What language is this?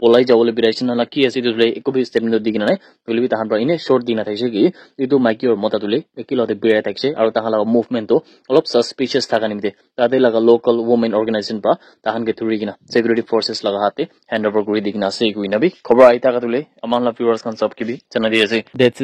Naga Pidgin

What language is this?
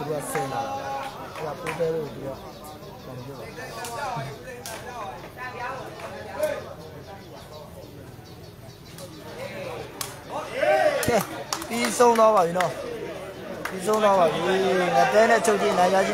Burmese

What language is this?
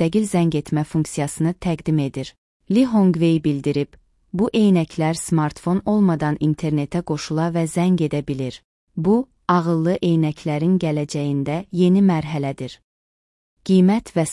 Azerbaijani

